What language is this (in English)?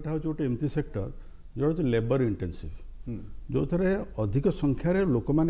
Odia